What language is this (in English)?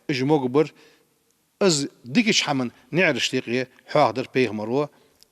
Ingush